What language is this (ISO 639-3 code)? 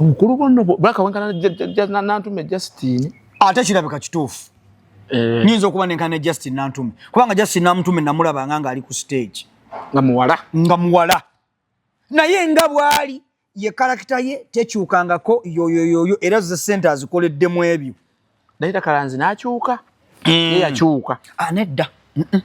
lug